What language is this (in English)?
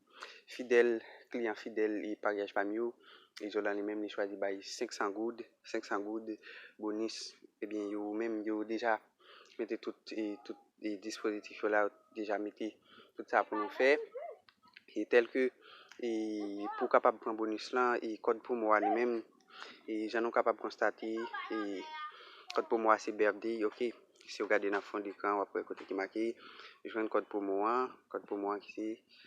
Haitian Creole